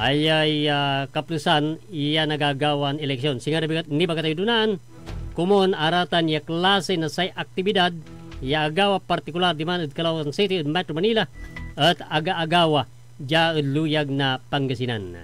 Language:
Pangasinan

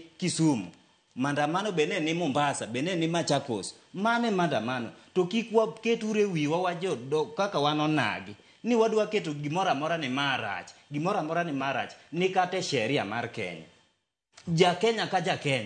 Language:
Luo (Kenya and Tanzania)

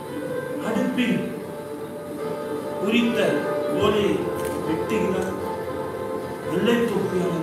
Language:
Tamil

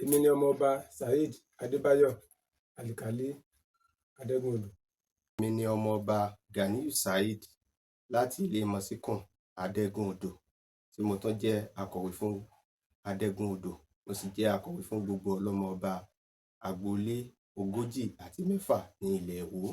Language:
Yoruba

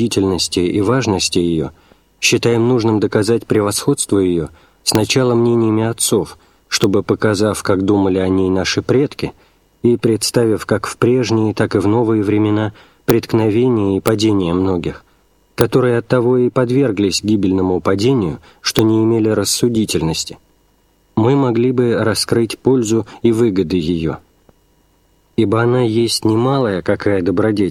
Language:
Russian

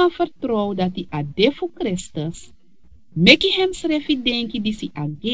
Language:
Sranan Tongo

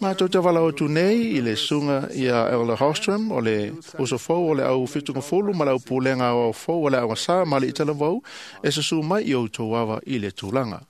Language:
Samoan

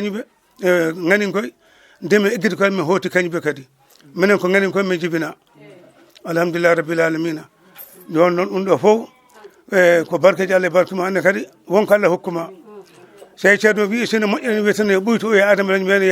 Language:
Fula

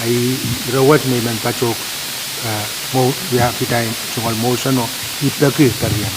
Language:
Pohnpeian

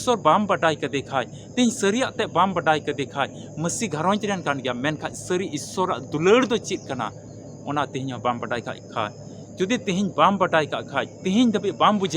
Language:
Santali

